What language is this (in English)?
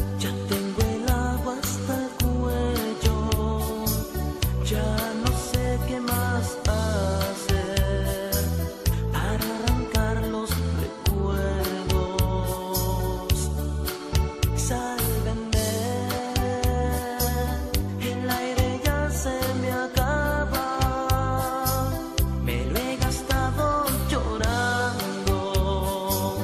Spanish